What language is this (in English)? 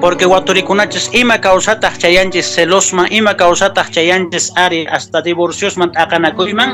Quechua